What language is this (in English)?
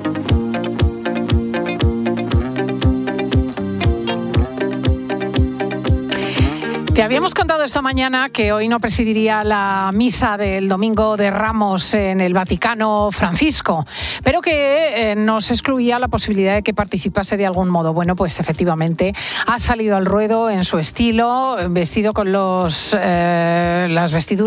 Spanish